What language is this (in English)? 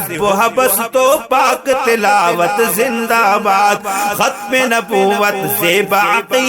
Brahui